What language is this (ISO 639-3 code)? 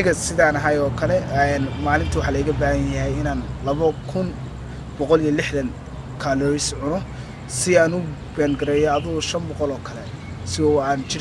som